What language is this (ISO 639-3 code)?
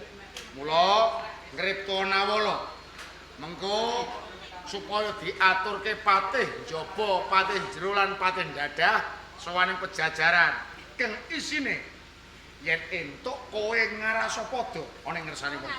jav